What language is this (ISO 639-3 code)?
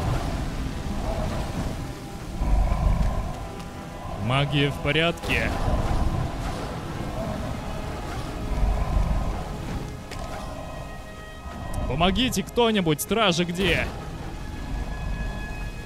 rus